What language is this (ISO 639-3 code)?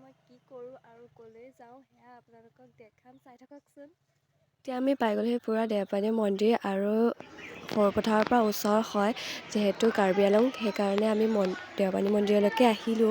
asm